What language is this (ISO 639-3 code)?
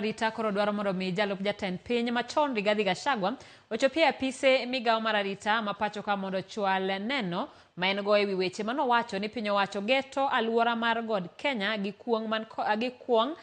luo